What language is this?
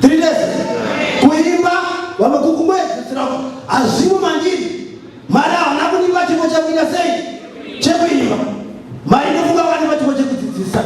Shona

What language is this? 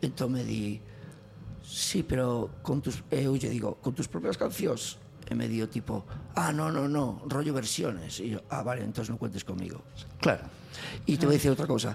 Galician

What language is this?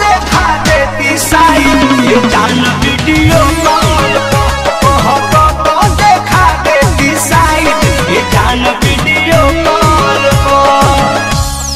Bhojpuri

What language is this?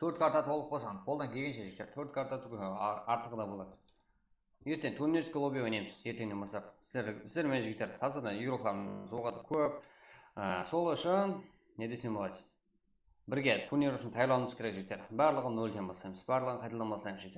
Kara-Kalpak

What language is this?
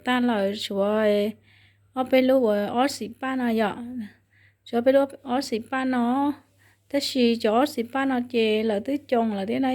Hmong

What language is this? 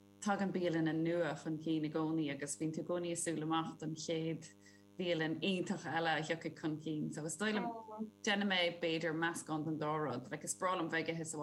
Irish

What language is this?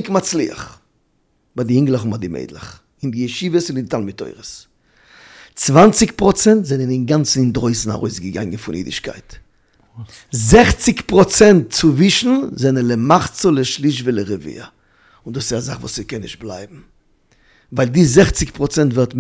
Yiddish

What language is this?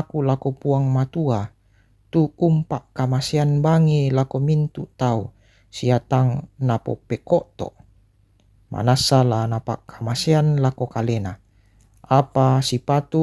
Toraja-Sa'dan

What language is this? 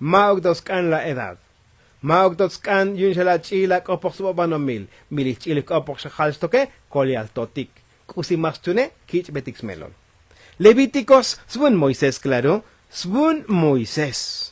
Tzotzil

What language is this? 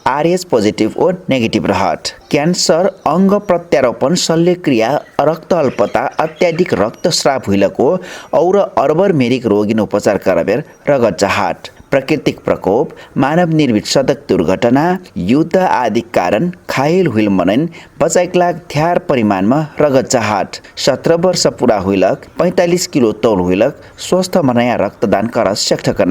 Dangaura Tharu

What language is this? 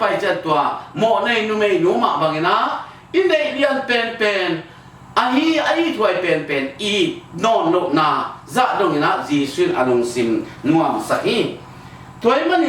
Tedim Chin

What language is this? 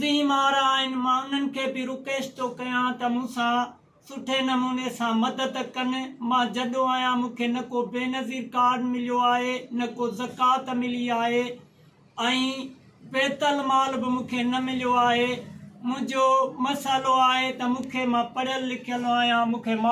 Sindhi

